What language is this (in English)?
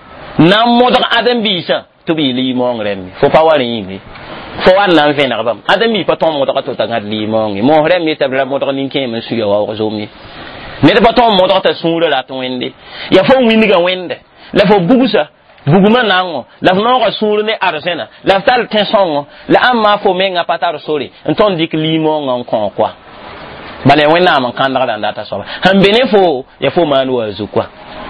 Mossi